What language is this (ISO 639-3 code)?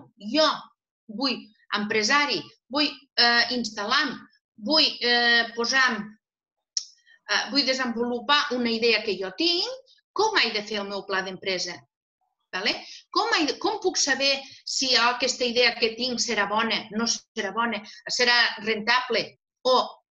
cat